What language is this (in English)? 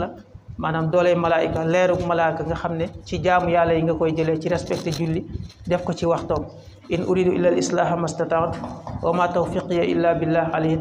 Wolof